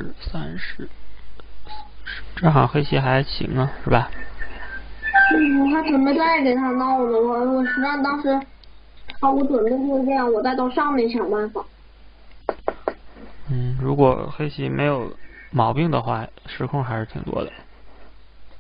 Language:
Chinese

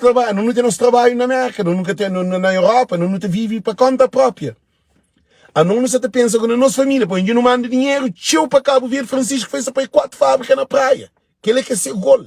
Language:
Kabuverdianu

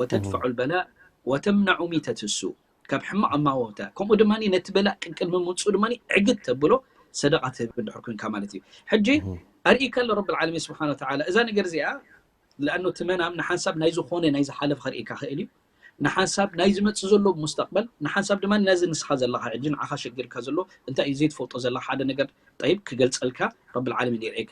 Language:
Tigrinya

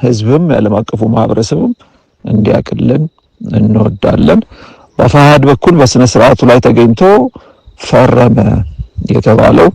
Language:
Amharic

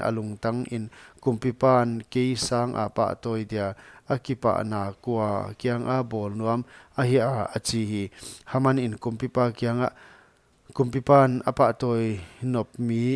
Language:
Paite Chin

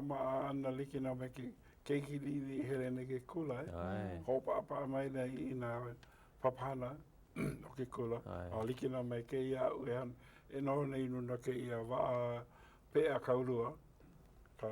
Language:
Hawaiian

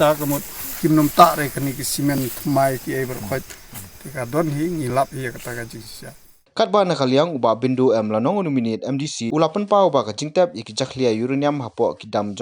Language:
Khasi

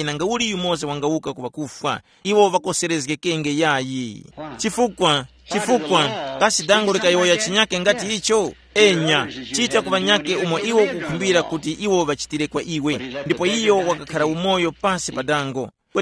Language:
Tumbuka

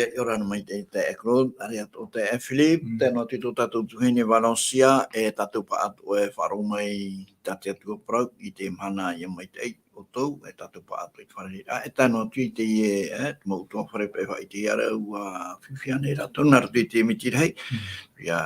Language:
Tahitian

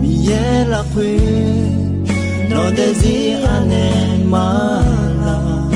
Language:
Akha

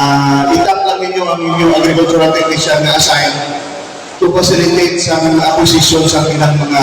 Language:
Hiligaynon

